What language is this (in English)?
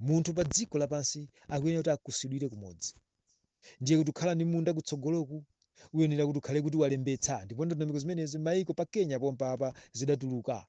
Nyanja